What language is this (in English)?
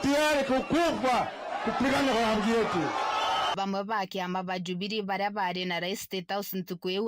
Meru